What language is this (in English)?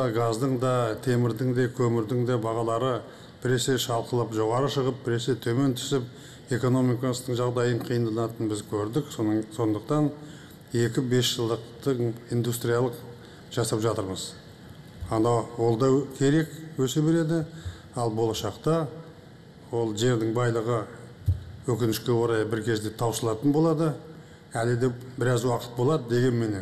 Kazakh